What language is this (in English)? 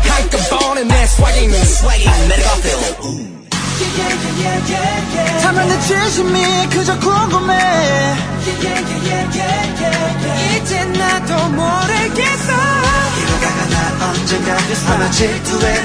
Korean